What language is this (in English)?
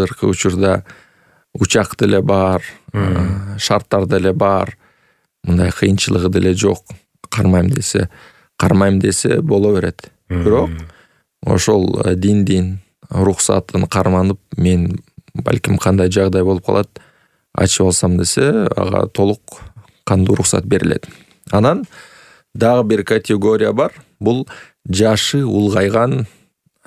Kyrgyz